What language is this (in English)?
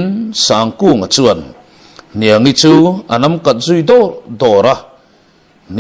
Mizo